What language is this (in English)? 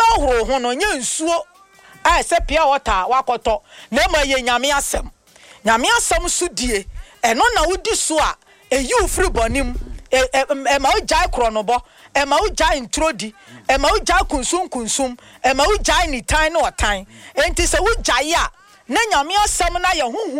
Akan